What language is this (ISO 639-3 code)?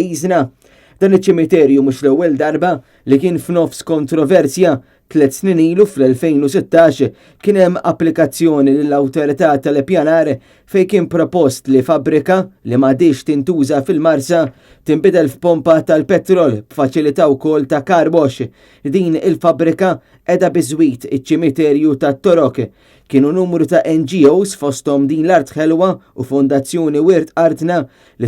mlt